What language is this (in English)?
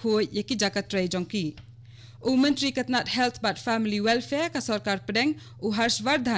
Khasi